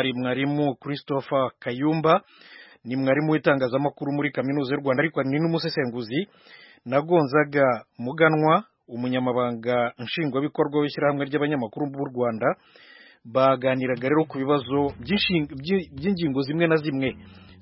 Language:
Kinyarwanda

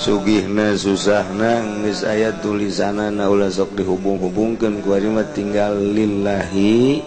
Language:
Sundanese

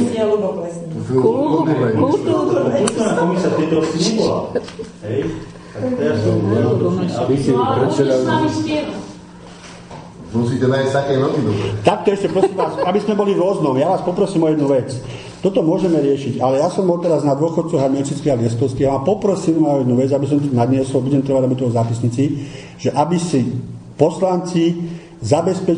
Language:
Slovak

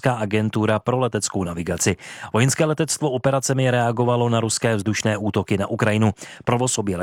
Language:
Czech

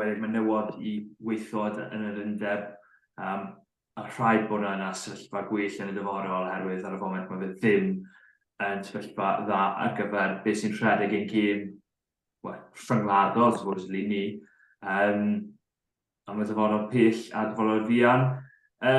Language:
Welsh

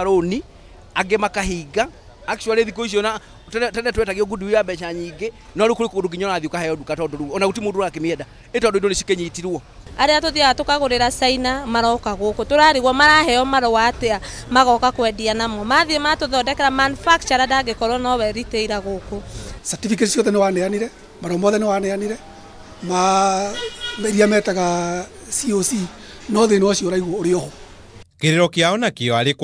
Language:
Kikuyu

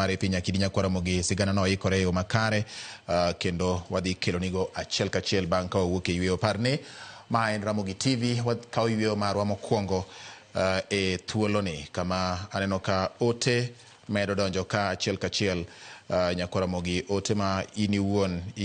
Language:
Luo (Kenya and Tanzania)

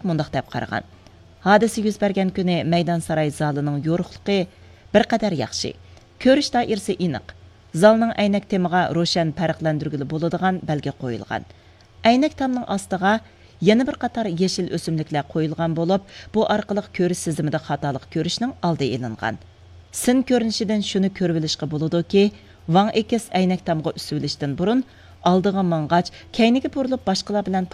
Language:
Uyghur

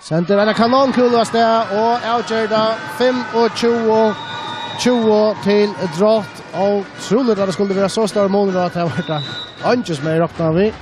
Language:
Faroese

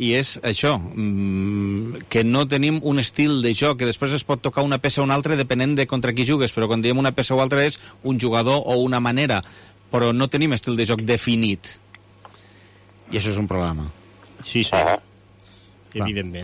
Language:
Catalan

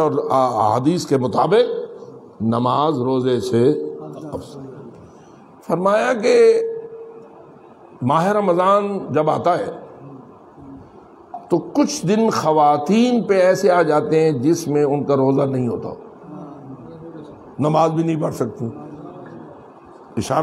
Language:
Urdu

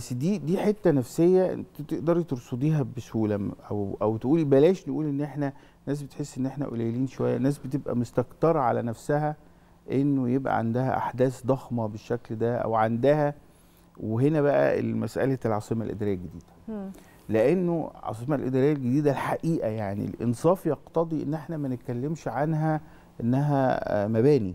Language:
Egyptian Arabic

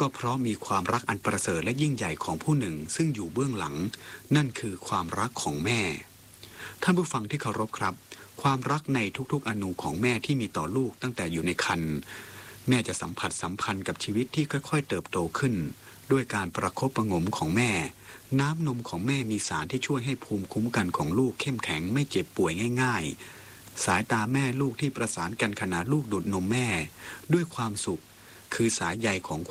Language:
Thai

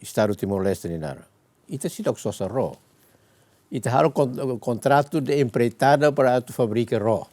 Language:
Tetum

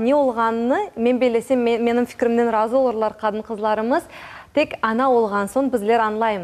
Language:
Crimean Tatar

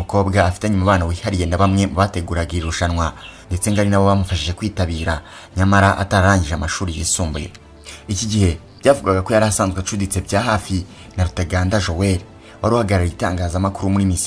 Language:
Kinyarwanda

